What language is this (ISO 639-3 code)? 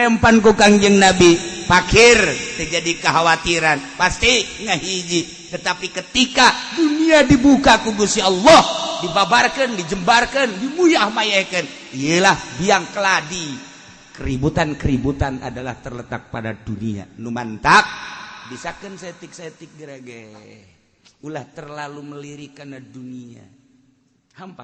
sun